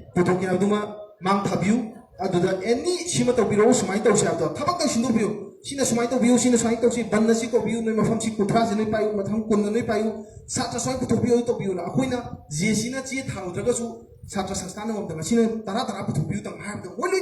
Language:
Manipuri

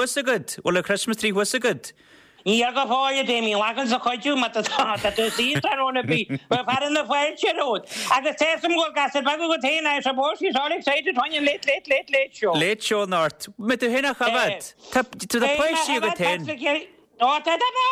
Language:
Irish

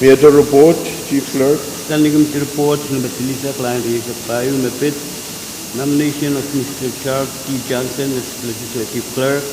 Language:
Pohnpeian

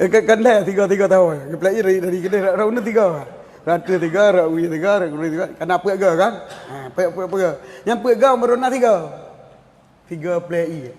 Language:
Achinese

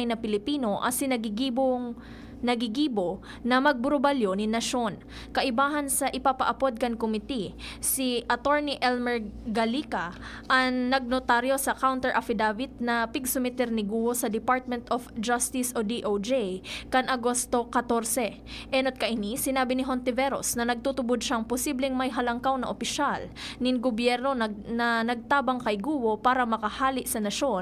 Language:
Bikol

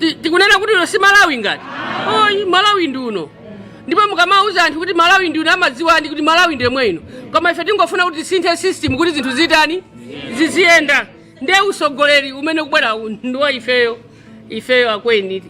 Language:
Nyanja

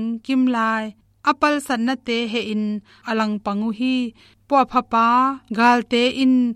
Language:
Tedim Chin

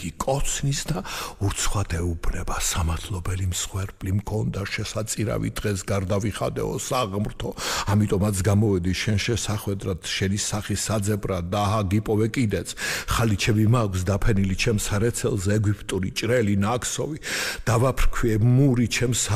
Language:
Georgian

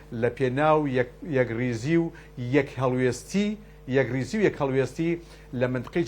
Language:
Central Kurdish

